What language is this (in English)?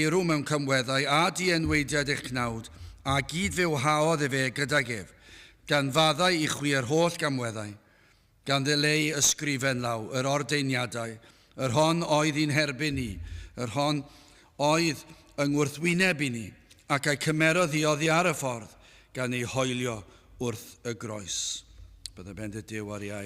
Welsh